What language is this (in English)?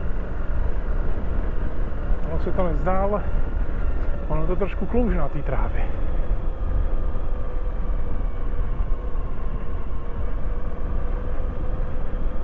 Czech